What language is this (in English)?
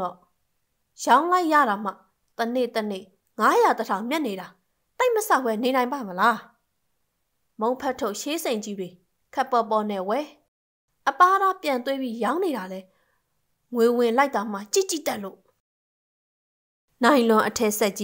Burmese